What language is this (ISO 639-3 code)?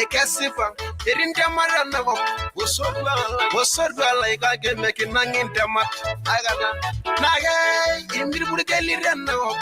mas